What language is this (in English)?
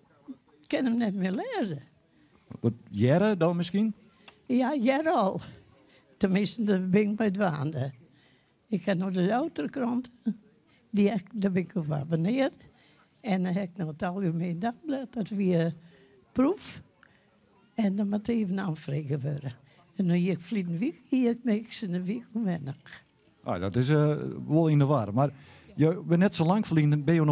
Western Frisian